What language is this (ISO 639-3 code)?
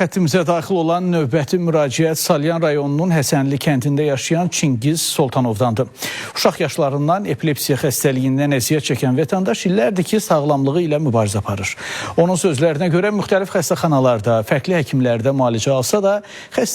aze